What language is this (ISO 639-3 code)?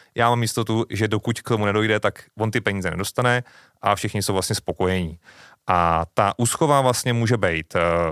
ces